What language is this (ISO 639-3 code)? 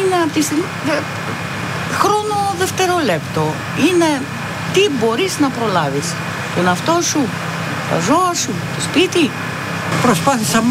ron